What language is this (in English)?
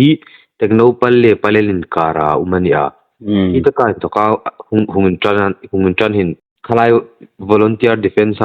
Hmar